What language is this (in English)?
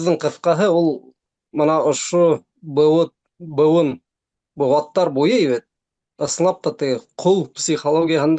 Bashkir